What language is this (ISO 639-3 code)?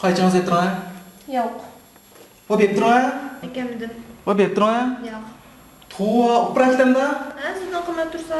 uig